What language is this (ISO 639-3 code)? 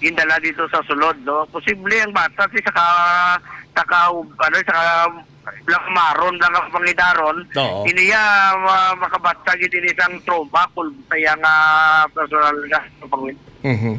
hil